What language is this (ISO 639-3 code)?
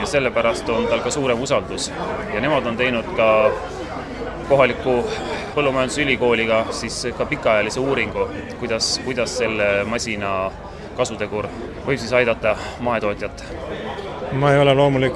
est